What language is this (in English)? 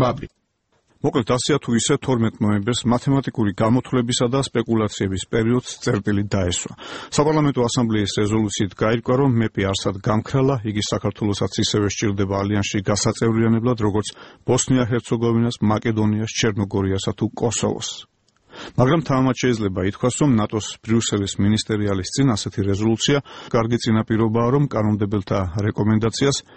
Georgian